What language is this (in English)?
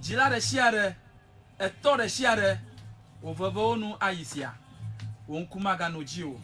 Ewe